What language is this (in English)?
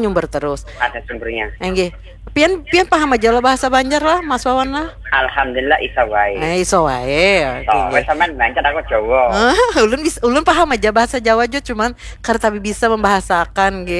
Banjar